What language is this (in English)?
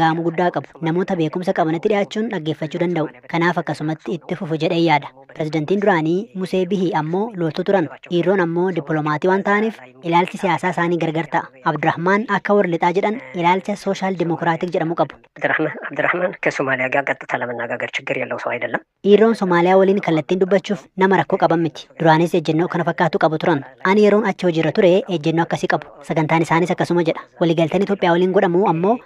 Oromo